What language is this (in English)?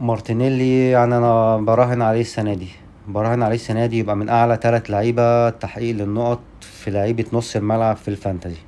Egyptian Arabic